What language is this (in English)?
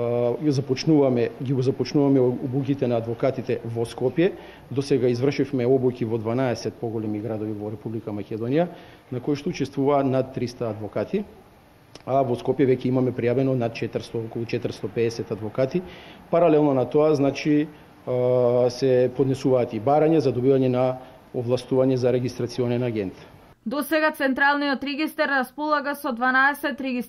Macedonian